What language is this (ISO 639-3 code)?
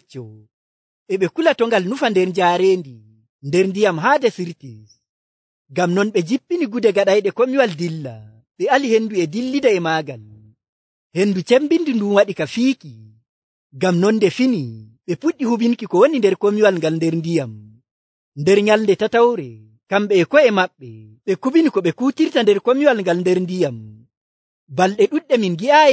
fuv